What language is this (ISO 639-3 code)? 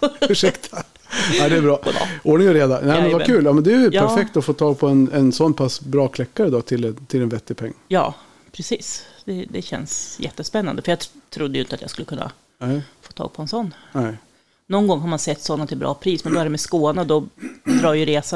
swe